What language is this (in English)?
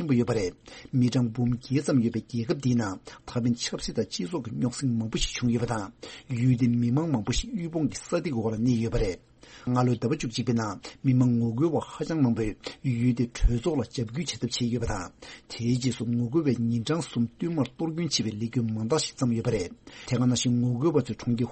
Tibetan